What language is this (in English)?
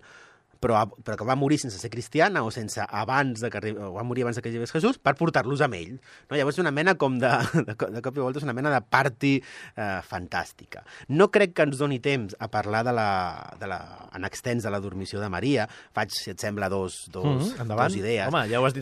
Catalan